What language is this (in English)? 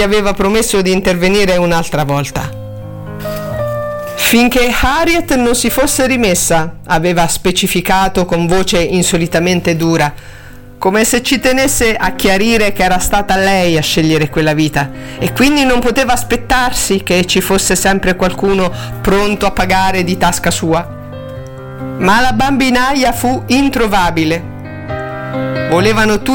Italian